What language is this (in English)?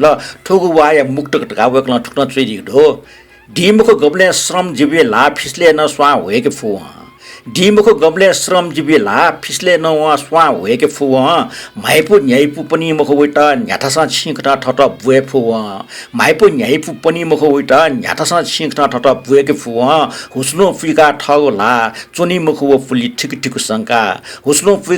Newari